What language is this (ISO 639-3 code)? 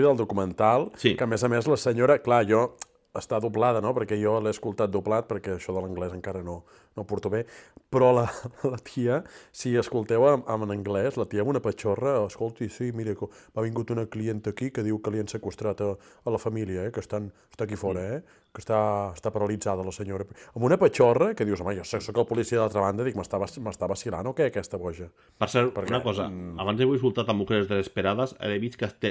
cat